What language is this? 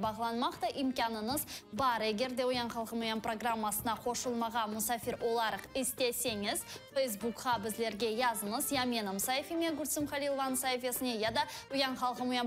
Crimean Tatar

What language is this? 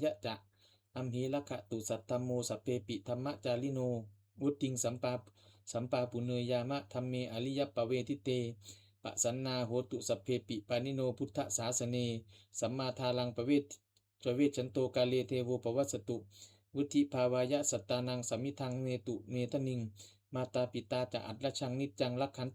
Pali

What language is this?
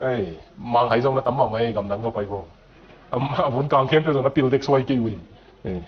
Tedim Chin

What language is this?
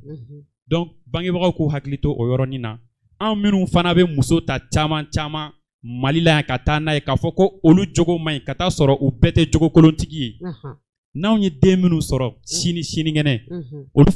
Bambara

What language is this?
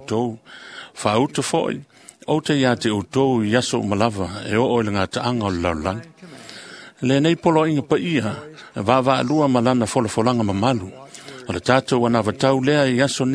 Samoan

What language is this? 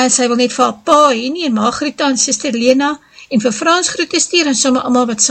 Afrikaans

